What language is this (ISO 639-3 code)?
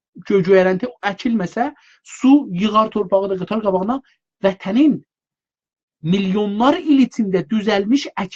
azb